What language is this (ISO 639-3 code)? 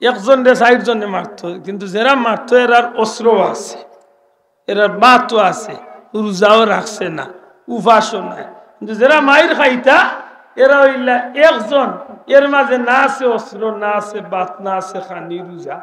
syl